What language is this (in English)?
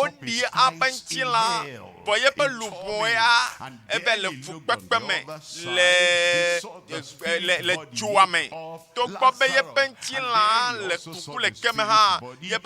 Ewe